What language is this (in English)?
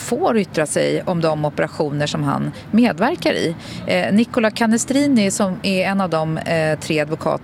Swedish